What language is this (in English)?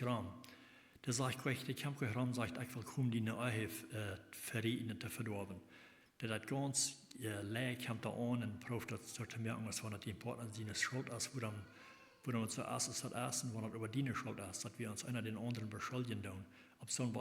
Plautdietsch